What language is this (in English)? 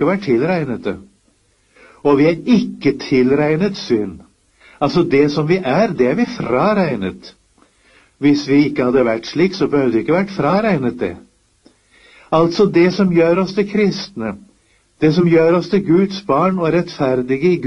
Norwegian